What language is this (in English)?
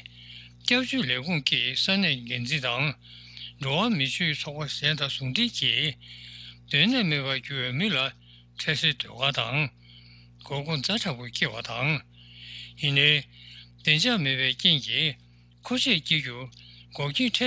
Tibetan